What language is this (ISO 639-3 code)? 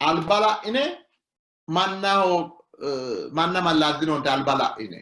sid